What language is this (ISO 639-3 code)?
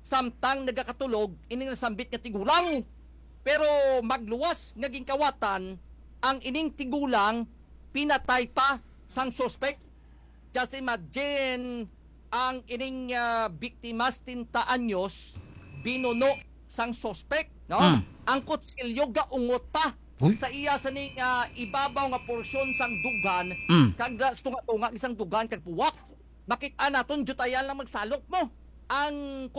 hil